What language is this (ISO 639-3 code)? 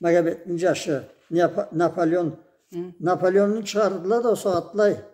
krc